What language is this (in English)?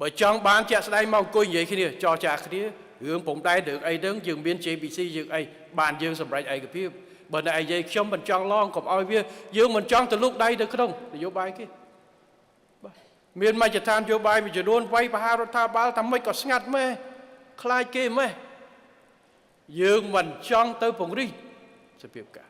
Khmer